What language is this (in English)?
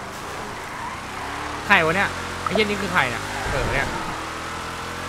Thai